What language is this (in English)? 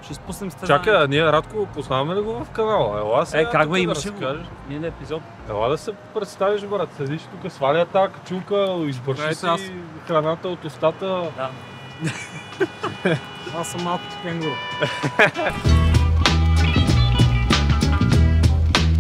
Bulgarian